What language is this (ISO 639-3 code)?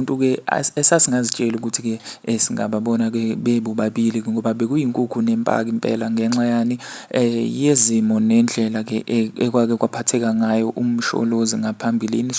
zul